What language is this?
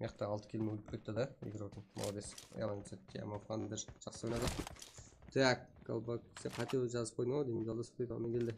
Kara-Kalpak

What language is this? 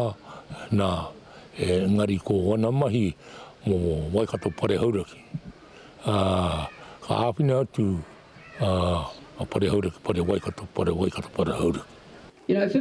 Māori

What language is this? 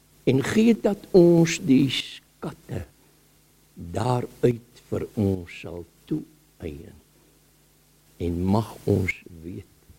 Afrikaans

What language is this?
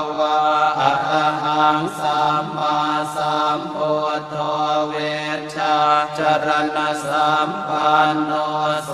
Pali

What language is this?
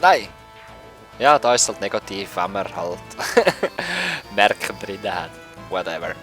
Swiss German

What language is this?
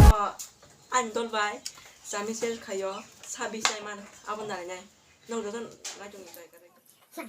Kok Borok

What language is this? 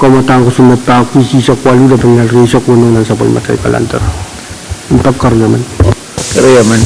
Pohnpeian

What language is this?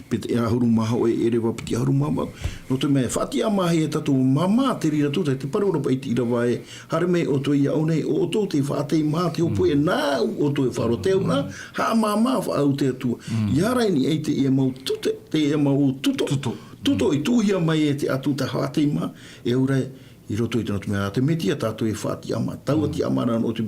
Tahitian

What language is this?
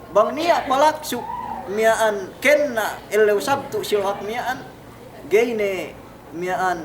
Yakan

